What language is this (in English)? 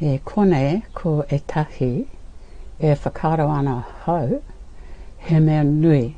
Māori